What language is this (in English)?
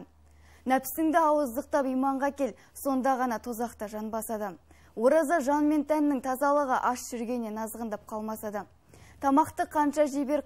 Kazakh